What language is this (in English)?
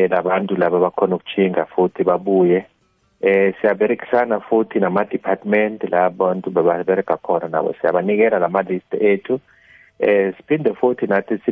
South Ndebele